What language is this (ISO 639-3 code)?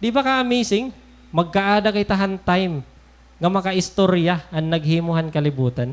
war